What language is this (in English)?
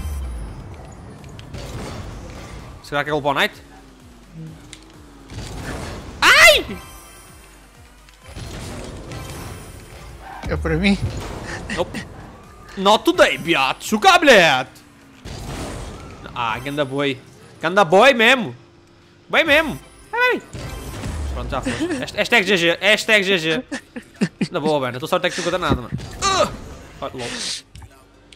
Portuguese